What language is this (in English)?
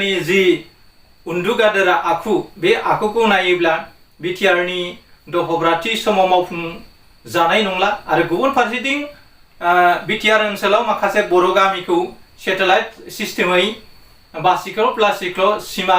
Bodo